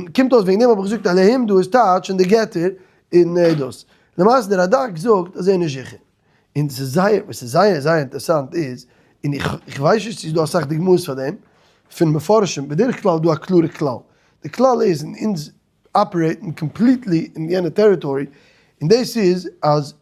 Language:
Yiddish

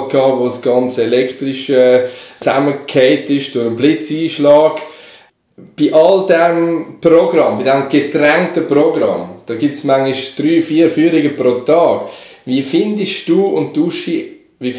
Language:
Swiss German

